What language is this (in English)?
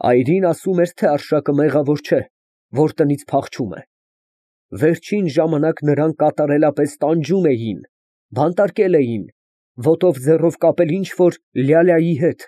Armenian